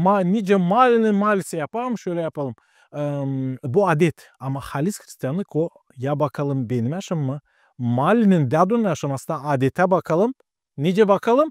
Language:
Gagauz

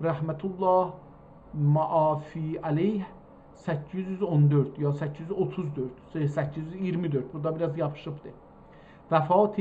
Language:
South Azerbaijani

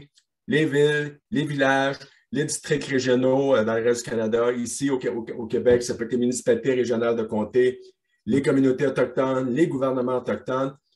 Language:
French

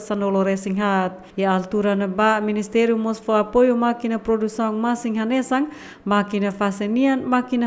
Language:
Tetum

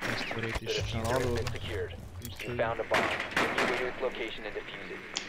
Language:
Swiss German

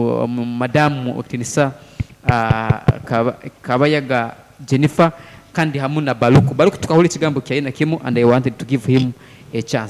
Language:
Nyoro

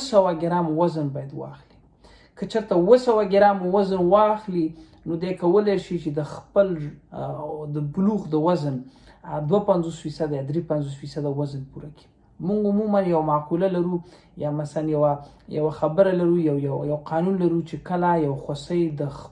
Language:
Pashto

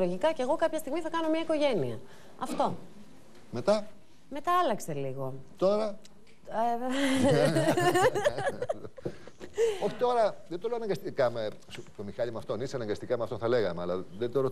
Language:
Greek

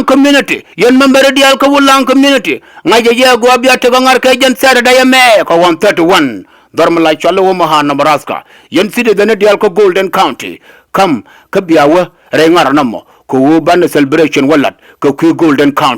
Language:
Nuer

